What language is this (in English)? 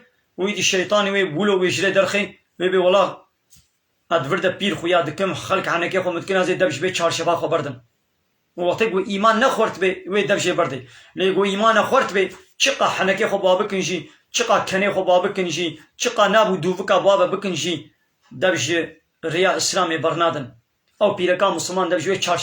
Kurdish